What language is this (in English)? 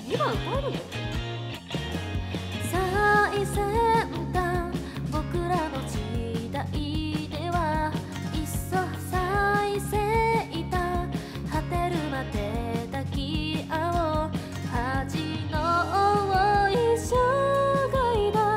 Japanese